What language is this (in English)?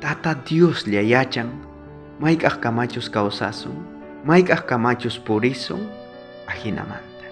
South Bolivian Quechua